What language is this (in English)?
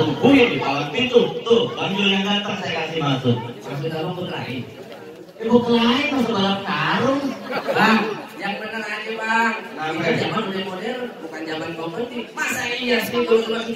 Betawi